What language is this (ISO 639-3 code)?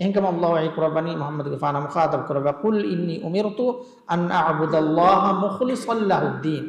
div